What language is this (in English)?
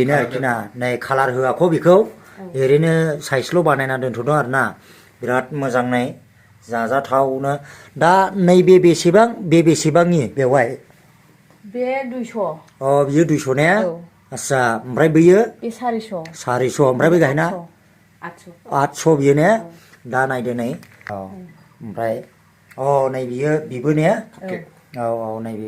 Bodo